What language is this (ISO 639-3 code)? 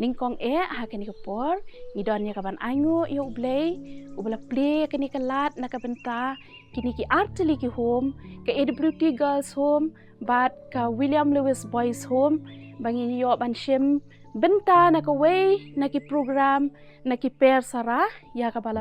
kha